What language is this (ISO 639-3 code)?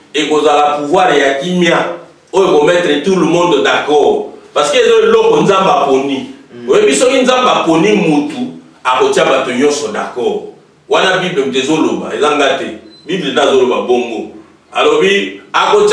lin